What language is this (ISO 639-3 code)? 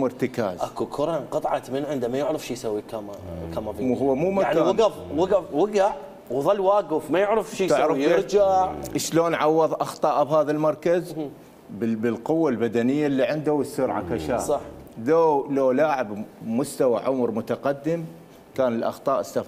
acm